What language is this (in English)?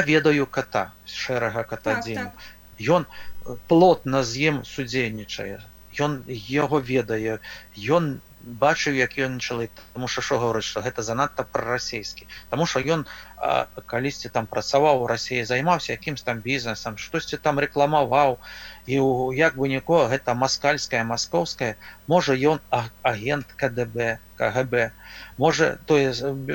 Belarusian